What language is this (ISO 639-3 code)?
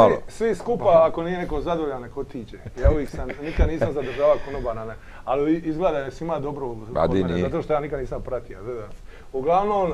hrv